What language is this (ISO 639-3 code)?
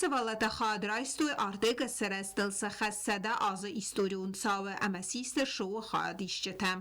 oss